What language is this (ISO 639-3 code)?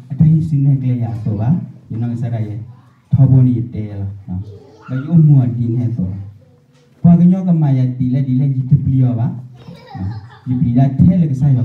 ksw